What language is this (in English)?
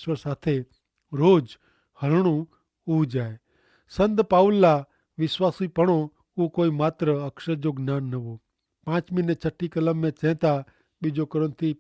Kachhi